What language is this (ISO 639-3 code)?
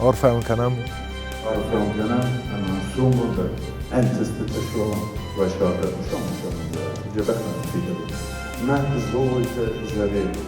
oss